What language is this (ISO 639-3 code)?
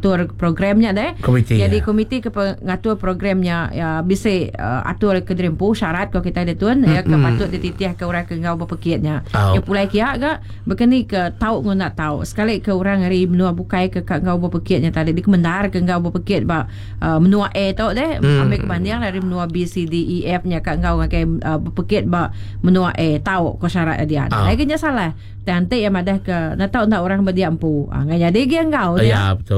iba